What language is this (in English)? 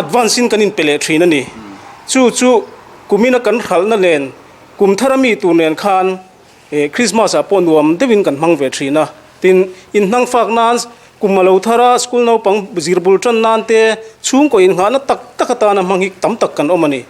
Mizo